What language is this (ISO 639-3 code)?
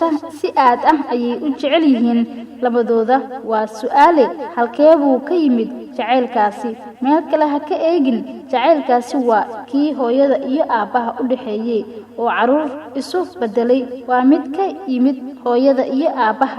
som